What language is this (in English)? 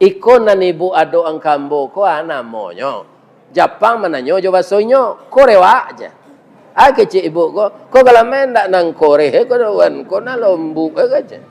Minangkabau